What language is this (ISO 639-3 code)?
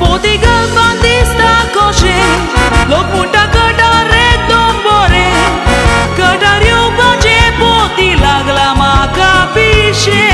kok